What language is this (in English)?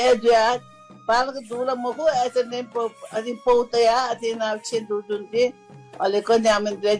Newari